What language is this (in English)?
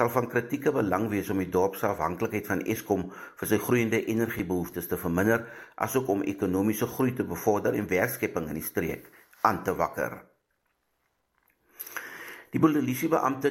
Afrikaans